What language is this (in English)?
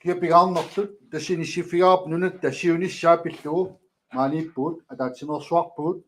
Kalaallisut